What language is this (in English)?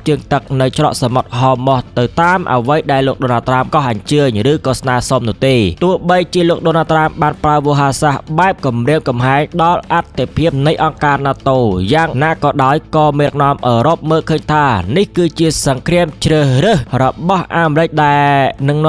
Khmer